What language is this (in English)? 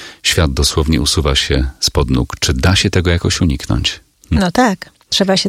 Polish